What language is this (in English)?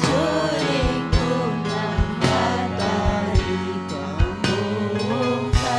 Ayacucho Quechua